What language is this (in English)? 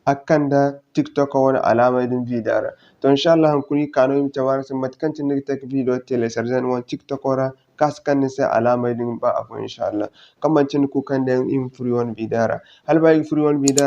Zarma